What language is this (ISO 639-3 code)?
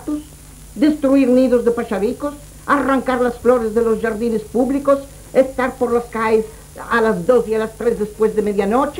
lad